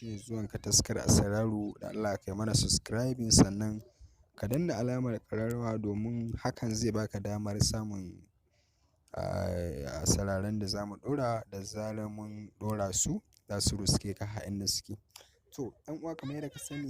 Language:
Hausa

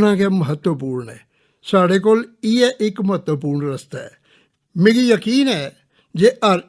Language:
Dogri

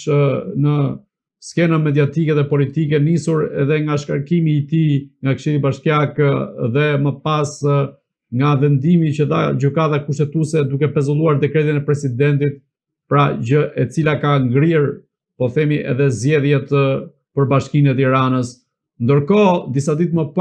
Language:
Albanian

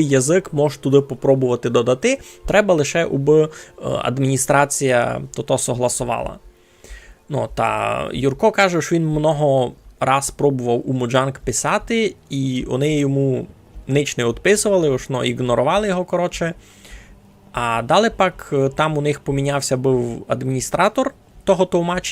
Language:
Rusyn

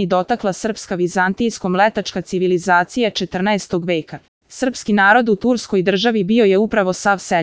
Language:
Serbian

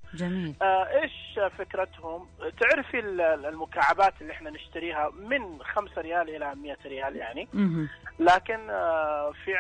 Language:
Najdi Arabic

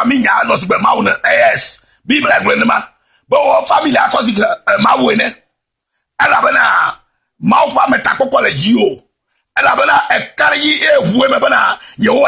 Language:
Ewe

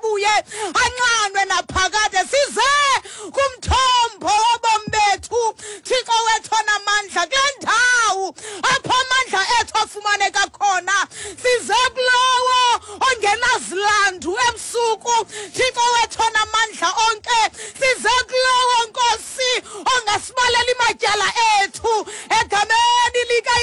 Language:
Xhosa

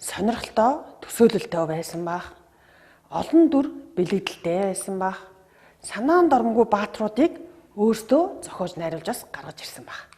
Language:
Mongolian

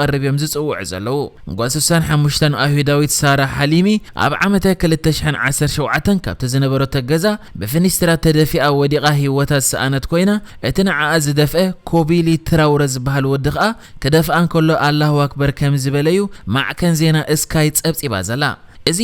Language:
Tigrinya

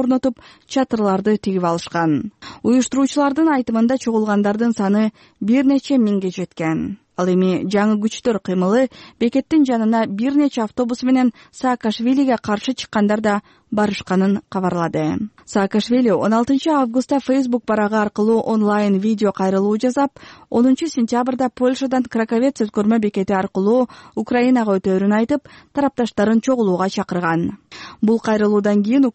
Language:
Kyrgyz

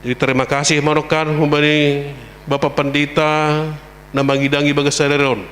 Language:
Batak Simalungun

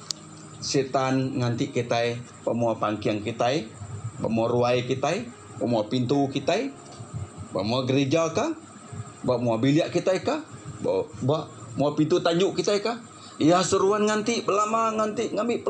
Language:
Iban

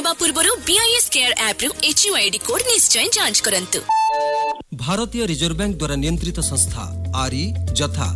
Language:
Odia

